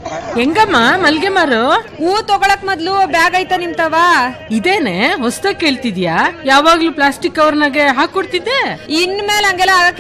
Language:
Kannada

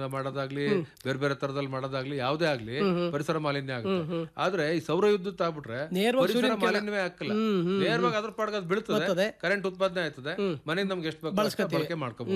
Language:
Kannada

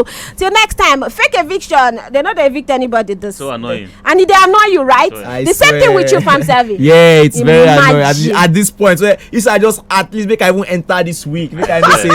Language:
Nigerian Pidgin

